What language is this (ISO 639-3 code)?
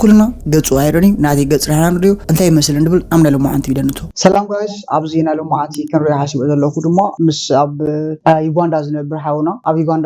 tir